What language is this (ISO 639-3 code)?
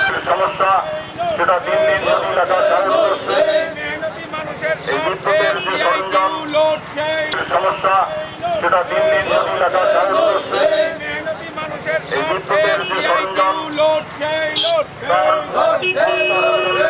ben